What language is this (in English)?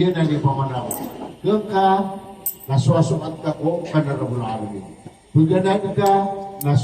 Maranao